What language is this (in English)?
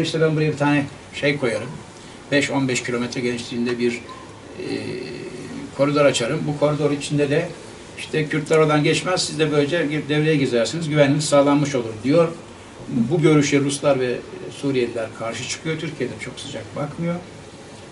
Turkish